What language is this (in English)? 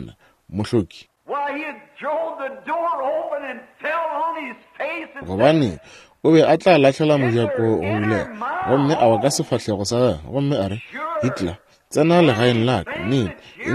Northern Sotho